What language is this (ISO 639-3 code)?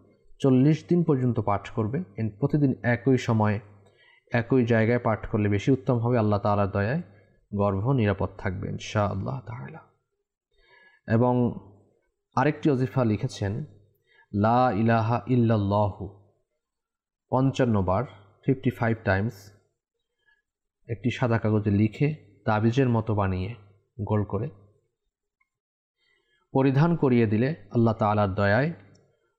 ben